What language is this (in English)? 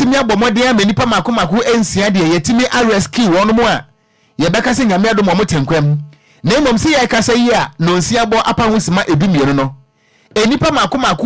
Akan